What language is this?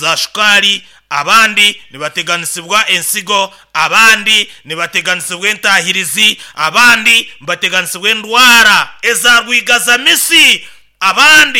Nyoro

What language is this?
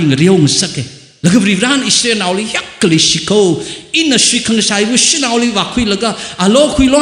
Tangkhul Naga (India)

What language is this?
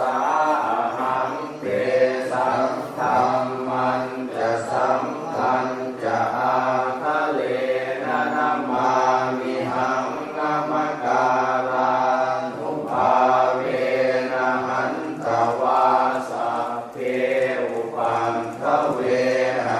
Pali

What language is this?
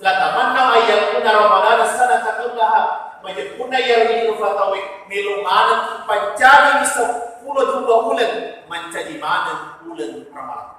Buginese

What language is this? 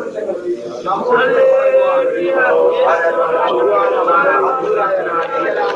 Malayalam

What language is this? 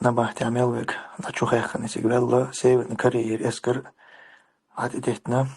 Chechen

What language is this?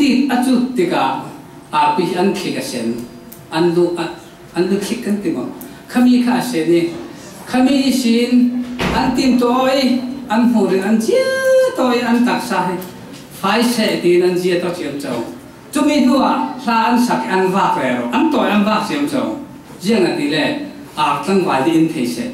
Falam Chin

